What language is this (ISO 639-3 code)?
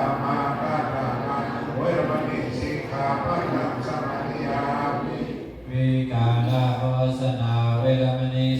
shn